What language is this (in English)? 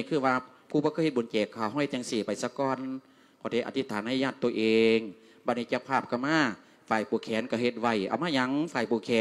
Lao